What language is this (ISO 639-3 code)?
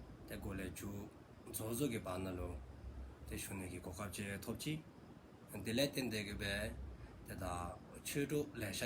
dzo